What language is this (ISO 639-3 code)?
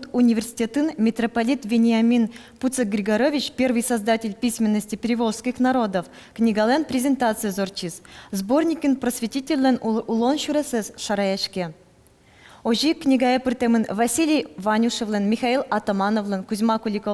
udm